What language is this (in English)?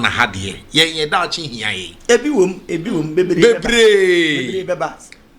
Akan